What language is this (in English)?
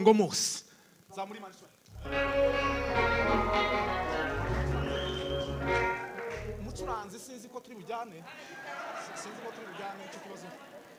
Kinyarwanda